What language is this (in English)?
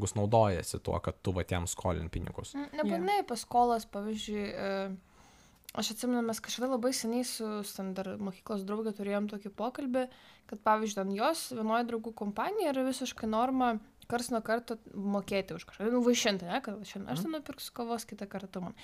Lithuanian